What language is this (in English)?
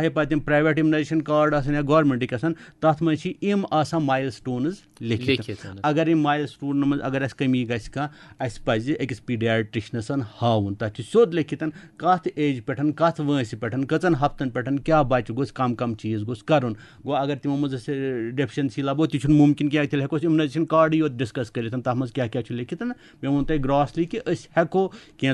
Kashmiri